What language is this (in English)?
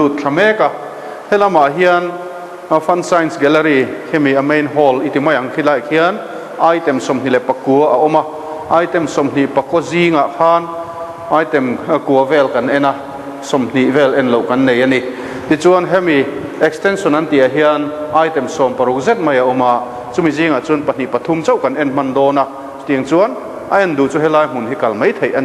Mizo